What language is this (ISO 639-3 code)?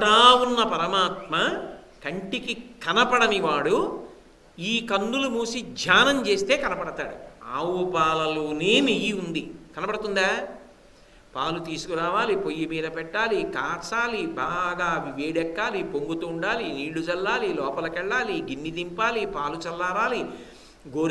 tel